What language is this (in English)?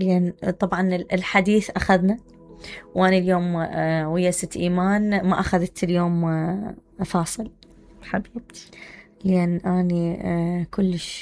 Mesopotamian Arabic